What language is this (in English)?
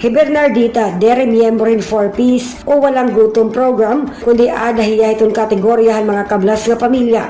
Waray